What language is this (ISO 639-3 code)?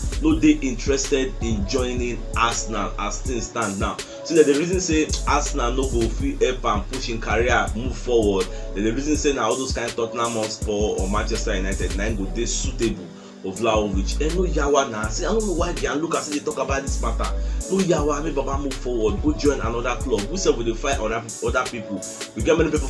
pcm